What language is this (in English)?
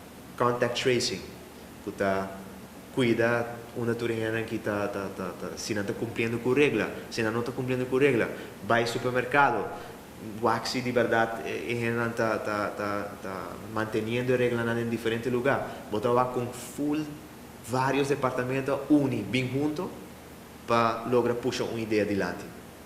Papiamento